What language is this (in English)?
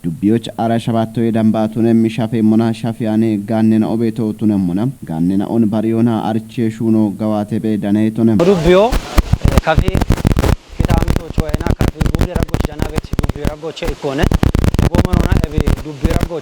Kafa